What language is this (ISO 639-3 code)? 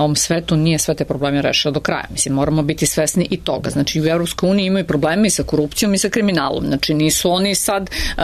srp